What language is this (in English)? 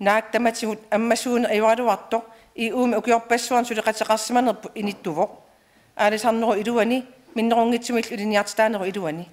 Kalaallisut